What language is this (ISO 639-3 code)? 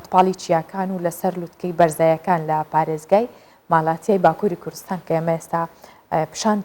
ckb